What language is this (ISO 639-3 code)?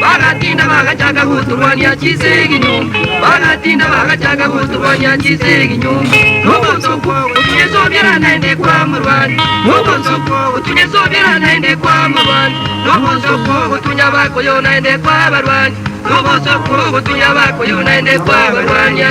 guz